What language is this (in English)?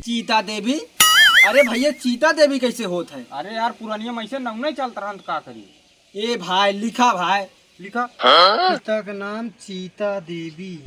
Awadhi